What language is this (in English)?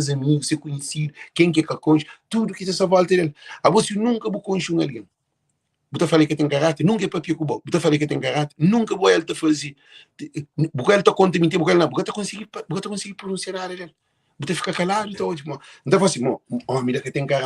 Kabuverdianu